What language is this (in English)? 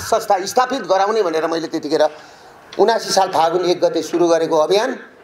Nepali